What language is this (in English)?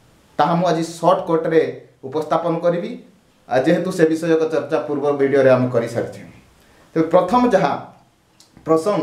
Odia